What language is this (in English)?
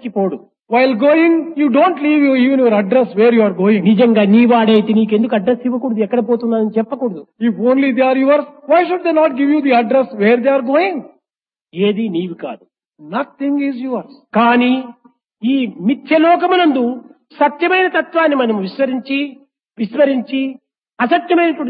Telugu